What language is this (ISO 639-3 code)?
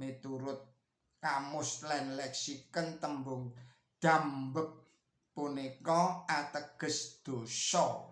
jav